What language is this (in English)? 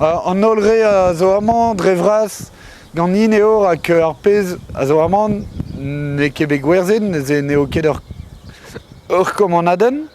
Breton